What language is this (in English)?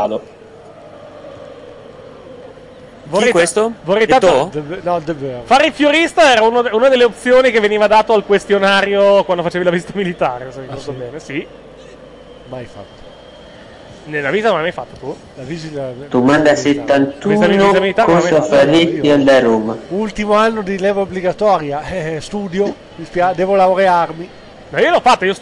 Italian